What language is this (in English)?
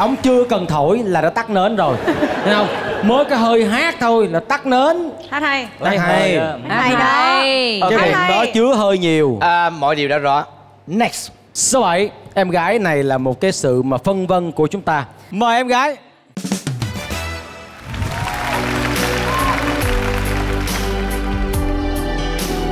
Vietnamese